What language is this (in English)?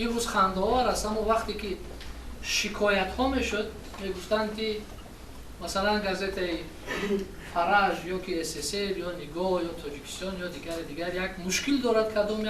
Tajik